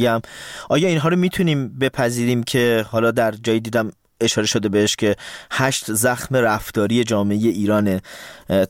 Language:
Persian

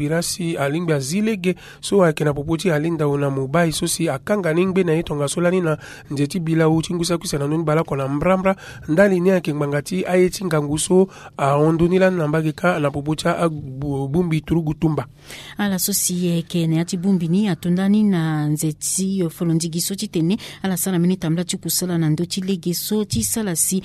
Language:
Sango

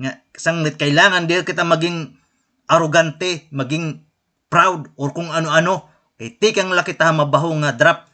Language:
Waray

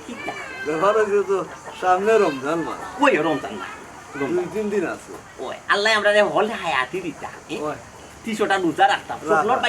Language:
Sylheti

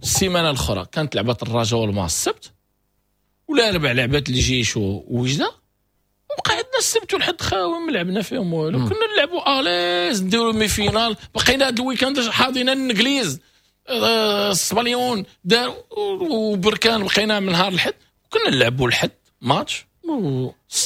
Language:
Moroccan Arabic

